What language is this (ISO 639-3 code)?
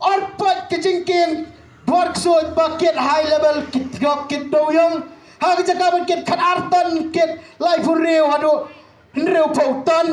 kha